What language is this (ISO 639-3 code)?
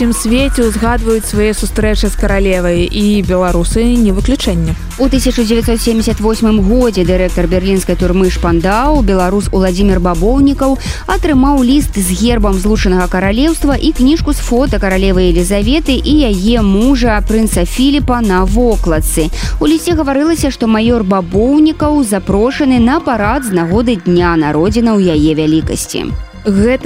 bel